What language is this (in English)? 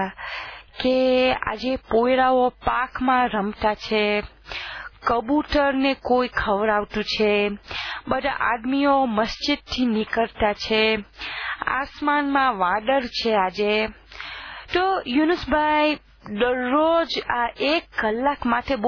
Gujarati